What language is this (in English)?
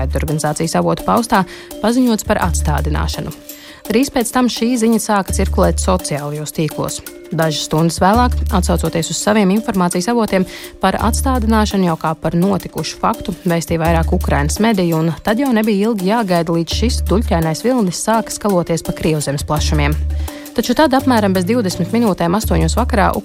Latvian